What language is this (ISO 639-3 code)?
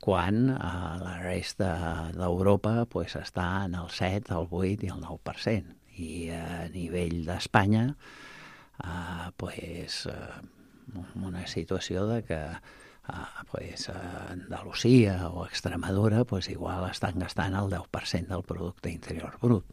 cat